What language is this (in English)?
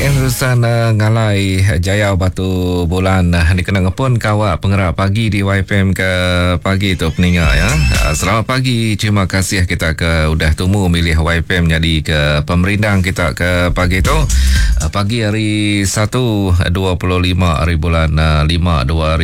Iban